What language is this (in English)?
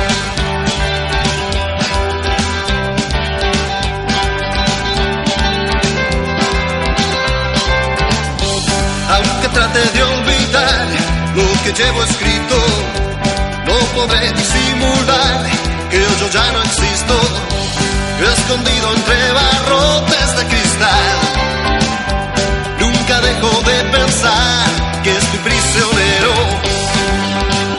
Spanish